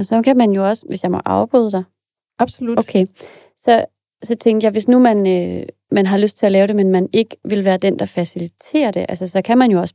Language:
Danish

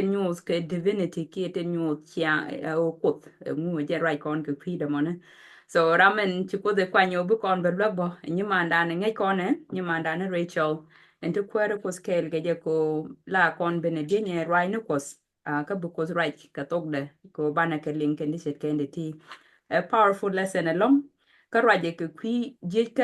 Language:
Nuer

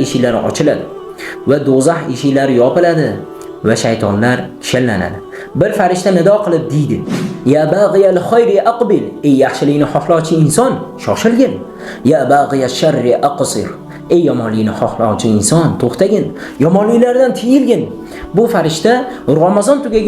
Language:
Uzbek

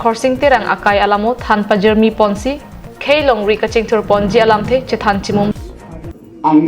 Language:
Karbi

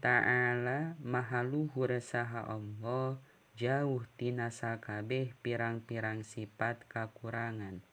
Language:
Sundanese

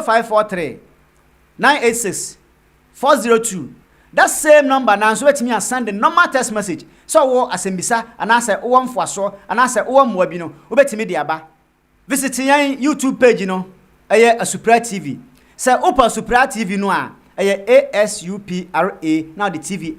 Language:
Akan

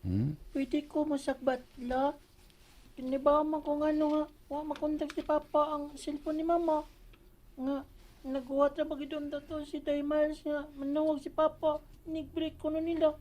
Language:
Cebuano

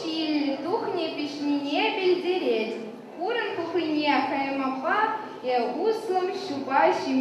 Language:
Chuvash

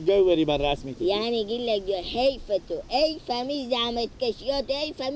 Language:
Persian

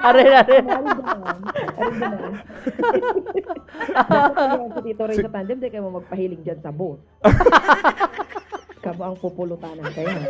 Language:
Bikol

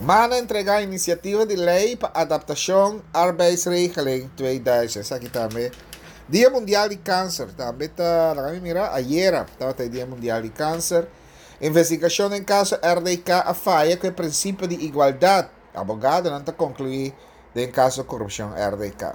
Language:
Papiamento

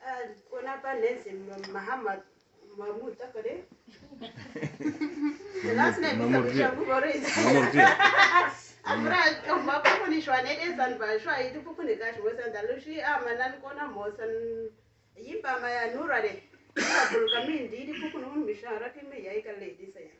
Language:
Uduk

